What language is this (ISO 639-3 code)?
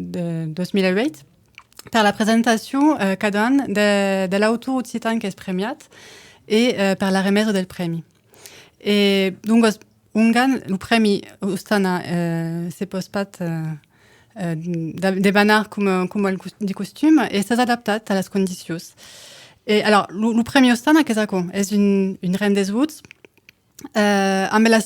oci